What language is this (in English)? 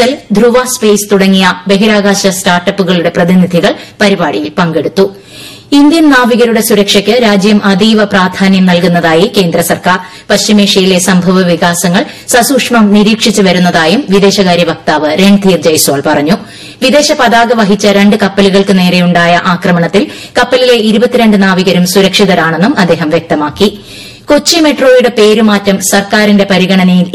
Malayalam